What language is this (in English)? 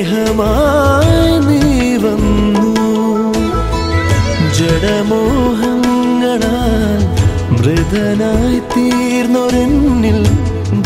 Malayalam